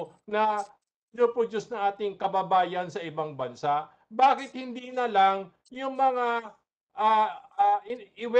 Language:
Filipino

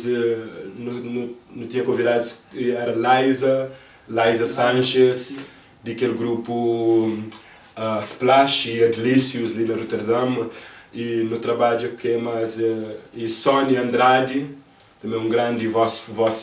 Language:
Kabuverdianu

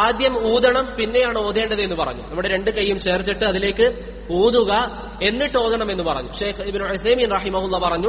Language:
Malayalam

